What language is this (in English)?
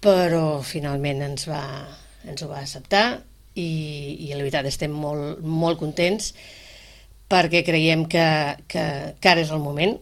Catalan